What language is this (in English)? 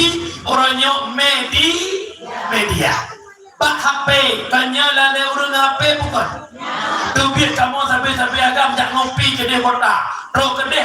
Achinese